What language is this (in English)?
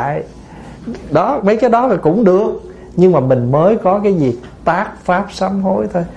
Vietnamese